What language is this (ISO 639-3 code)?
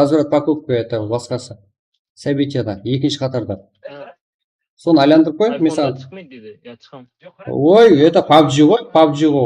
kaa